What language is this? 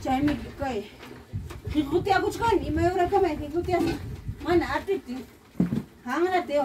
Ayacucho Quechua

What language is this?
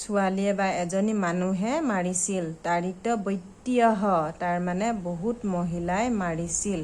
Assamese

